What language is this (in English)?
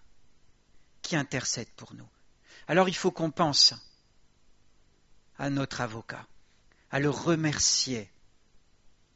French